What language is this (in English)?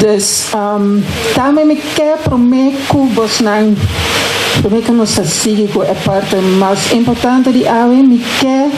Papiamento